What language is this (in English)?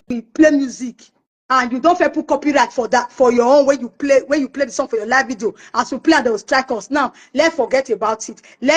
Nigerian Pidgin